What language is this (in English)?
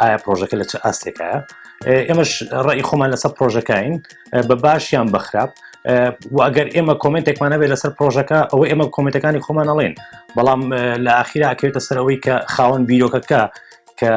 Central Kurdish